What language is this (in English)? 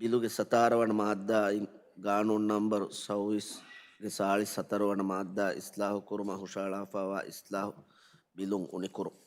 Divehi